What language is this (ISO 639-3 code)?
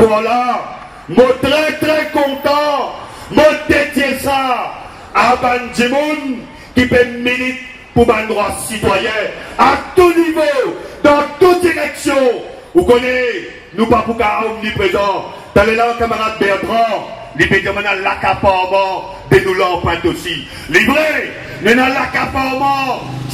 mfe